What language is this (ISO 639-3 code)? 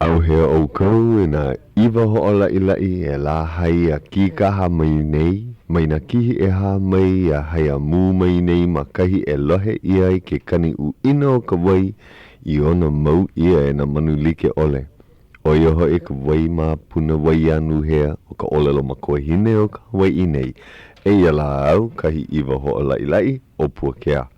haw